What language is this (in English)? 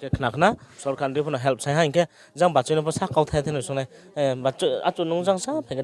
Riang (India)